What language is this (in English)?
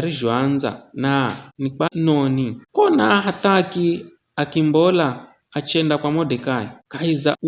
Giryama